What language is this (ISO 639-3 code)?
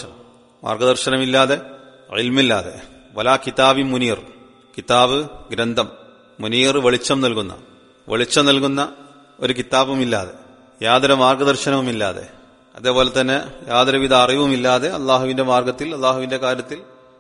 mal